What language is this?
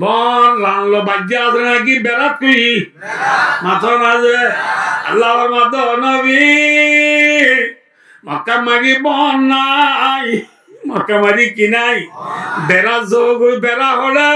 Rohingya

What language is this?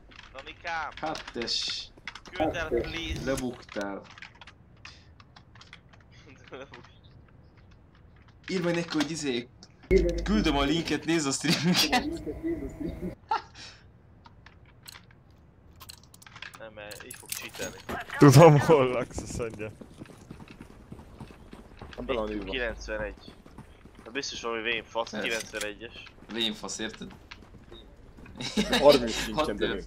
Hungarian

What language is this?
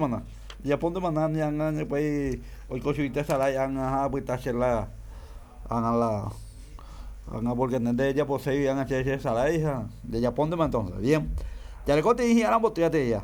Guarani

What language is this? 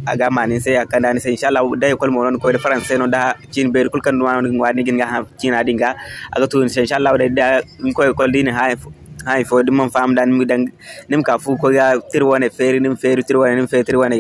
Zarma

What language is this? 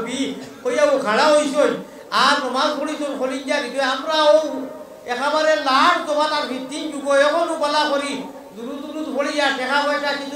Sylheti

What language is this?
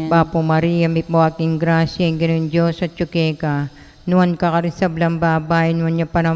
Pampanga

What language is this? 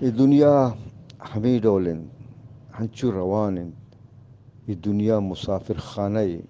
Eastern Balochi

